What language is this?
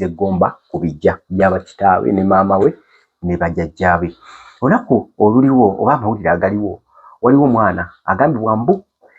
Ganda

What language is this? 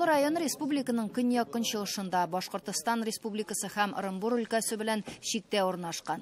Tatar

